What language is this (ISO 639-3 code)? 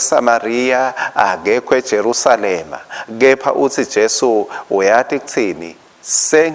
ssw